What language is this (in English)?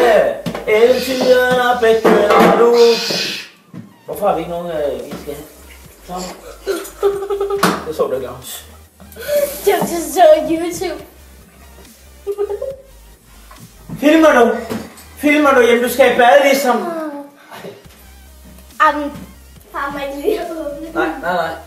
Danish